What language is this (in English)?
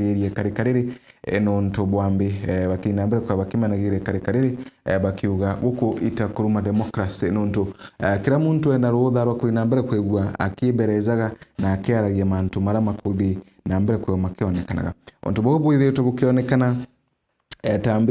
Meru